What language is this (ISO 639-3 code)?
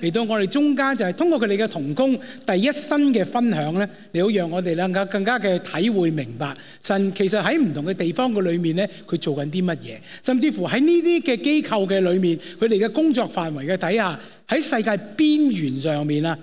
yue